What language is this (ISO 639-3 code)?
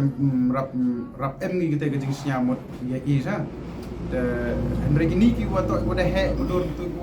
pbv